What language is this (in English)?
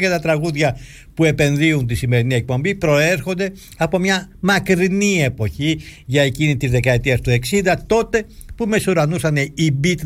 Greek